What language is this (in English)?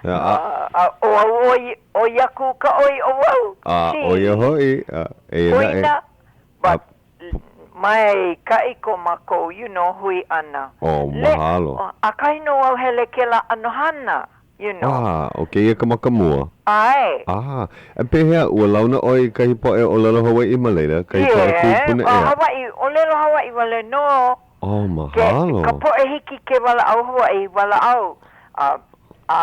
Hawaiian